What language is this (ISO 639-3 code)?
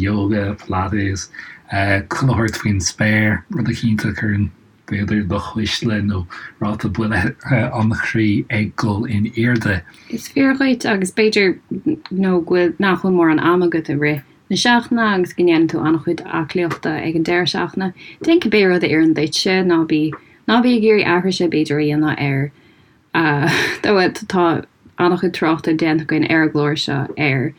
gle